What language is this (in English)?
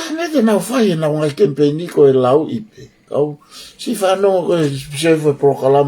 Tongan